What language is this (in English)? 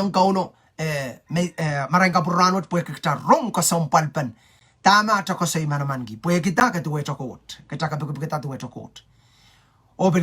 Pohnpeian